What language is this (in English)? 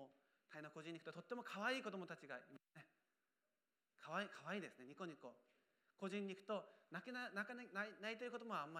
Japanese